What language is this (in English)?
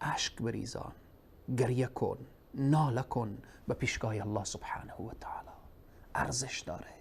Persian